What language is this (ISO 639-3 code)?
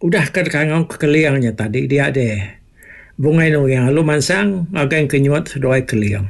iba